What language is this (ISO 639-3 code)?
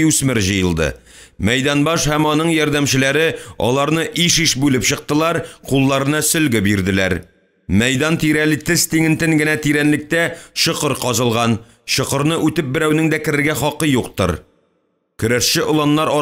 tat